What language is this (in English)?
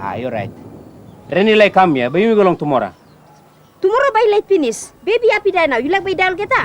Tok Pisin